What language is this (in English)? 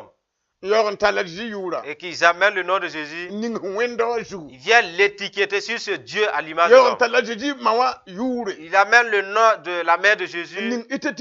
Mossi